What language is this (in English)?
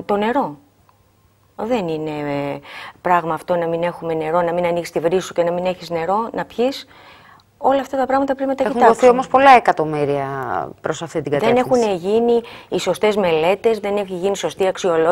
Greek